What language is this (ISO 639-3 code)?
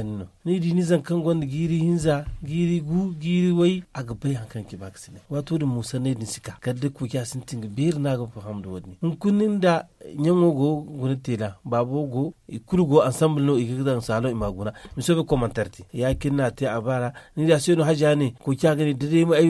dje